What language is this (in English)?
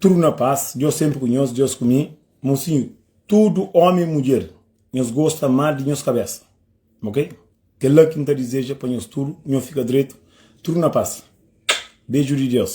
Kabuverdianu